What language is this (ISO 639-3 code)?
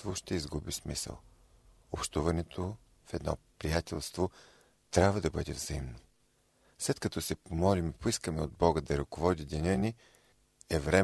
bul